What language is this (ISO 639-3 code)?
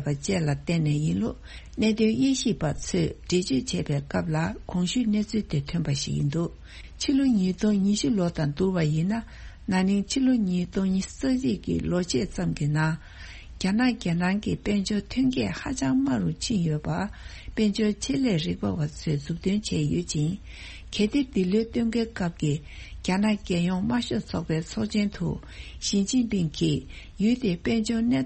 bod